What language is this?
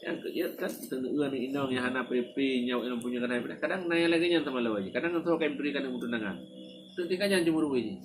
Achinese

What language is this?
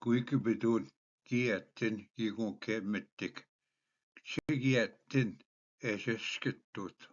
Ojibwa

